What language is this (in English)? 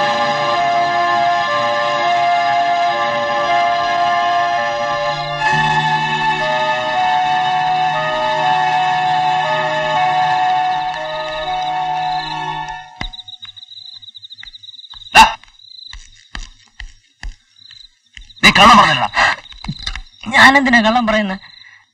Malayalam